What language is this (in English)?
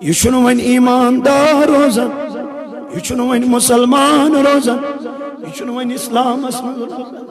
Kashmiri